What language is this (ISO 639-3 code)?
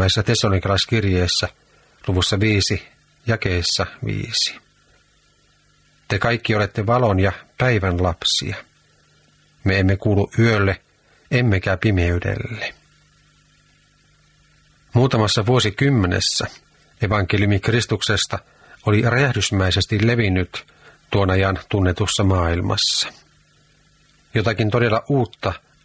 fin